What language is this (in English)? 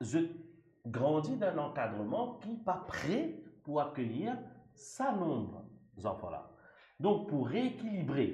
Morisyen